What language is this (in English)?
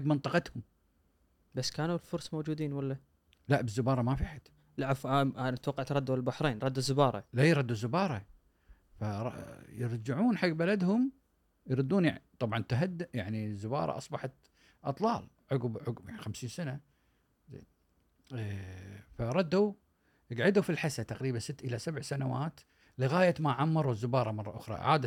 Gulf Arabic